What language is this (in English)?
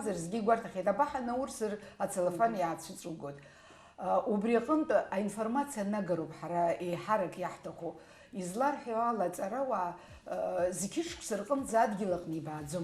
Abkhazian